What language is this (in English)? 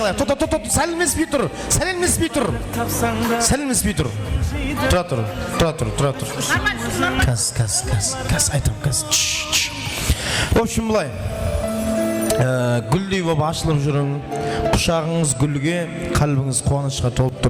Kara-Kalpak